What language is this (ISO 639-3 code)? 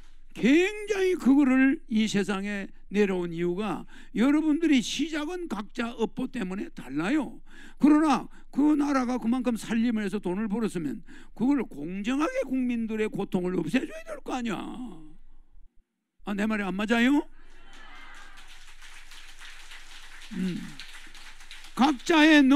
kor